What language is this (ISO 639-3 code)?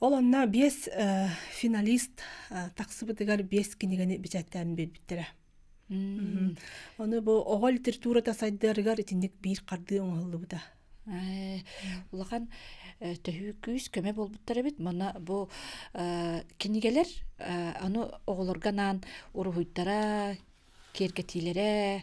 sah